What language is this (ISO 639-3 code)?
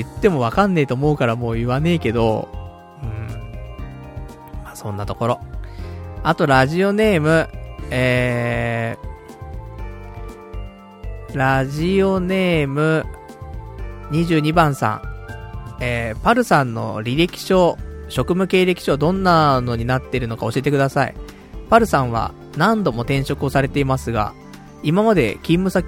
jpn